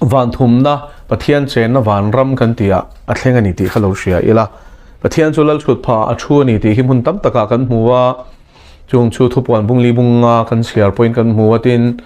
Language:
Mizo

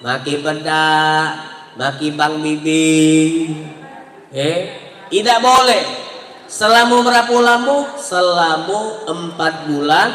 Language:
Musi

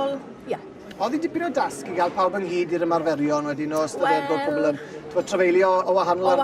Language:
Welsh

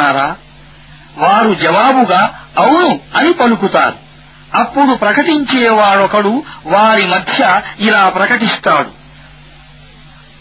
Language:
Telugu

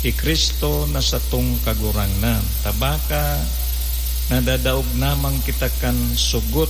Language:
Bikol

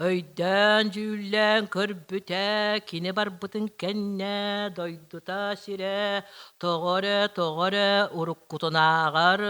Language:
Yakut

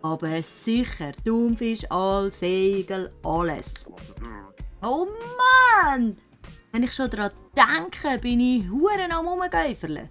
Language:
Swiss German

